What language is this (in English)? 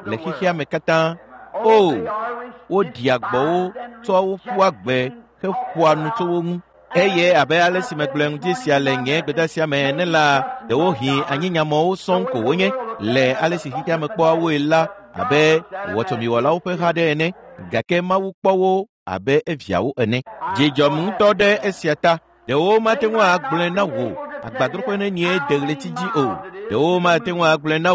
Ewe